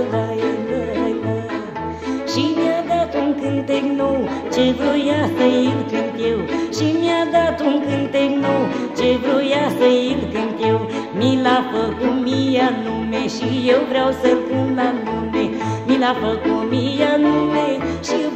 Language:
Romanian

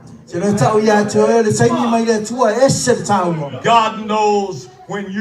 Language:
Samoan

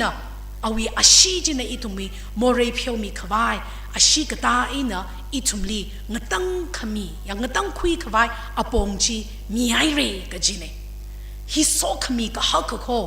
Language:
Tangkhul Naga (India)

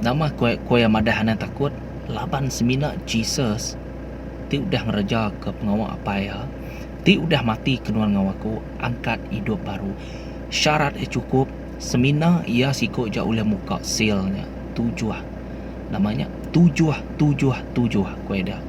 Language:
Iban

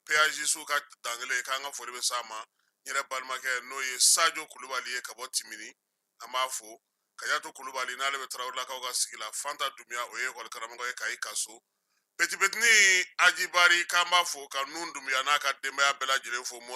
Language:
Bambara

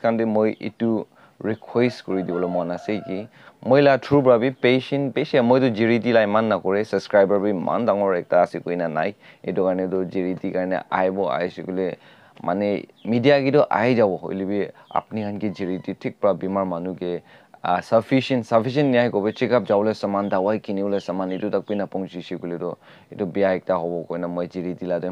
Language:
Naga Pidgin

